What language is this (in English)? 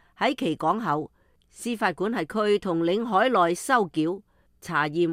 Cantonese